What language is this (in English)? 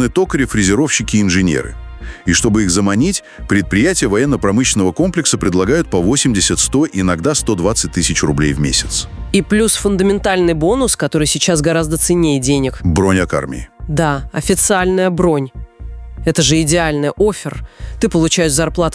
Russian